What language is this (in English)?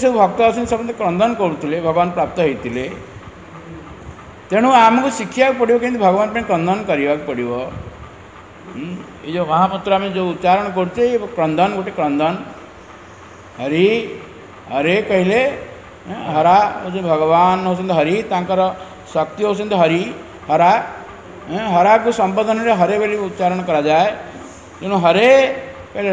Odia